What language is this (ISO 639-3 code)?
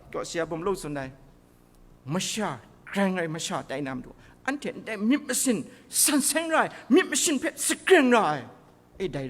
kac